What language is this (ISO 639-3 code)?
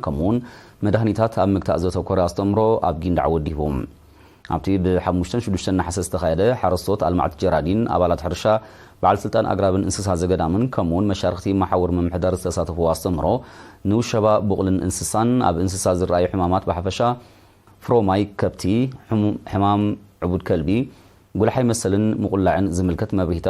tir